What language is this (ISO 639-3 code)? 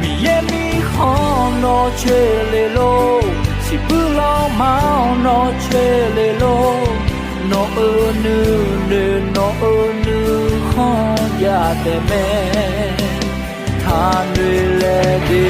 ahk